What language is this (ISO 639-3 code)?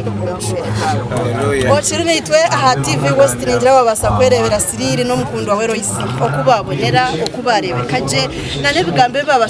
nyn